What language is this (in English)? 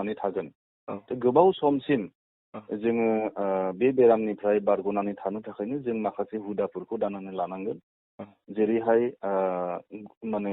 Bodo